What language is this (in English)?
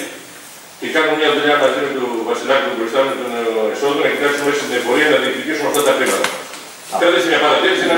Greek